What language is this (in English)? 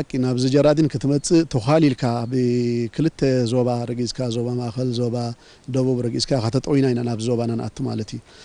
Tigrinya